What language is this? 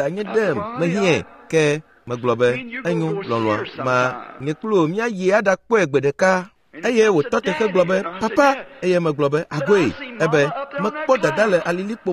Ewe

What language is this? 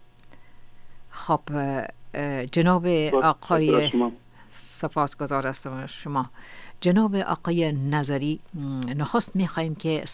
Persian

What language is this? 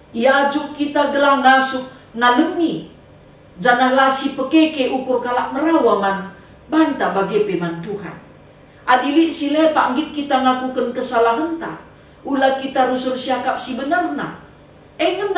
Batak Karo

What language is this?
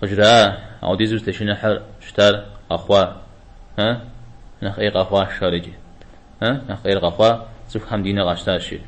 Kabardian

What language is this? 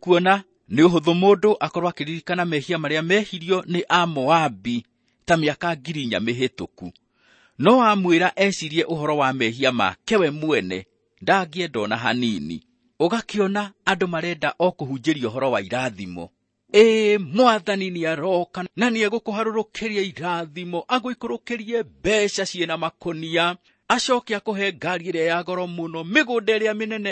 Kikuyu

